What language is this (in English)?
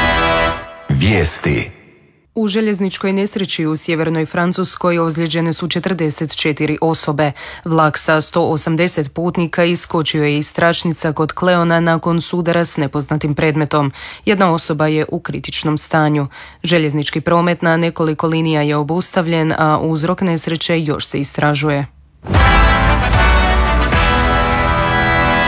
Croatian